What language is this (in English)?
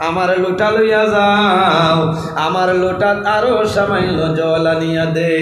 Sylheti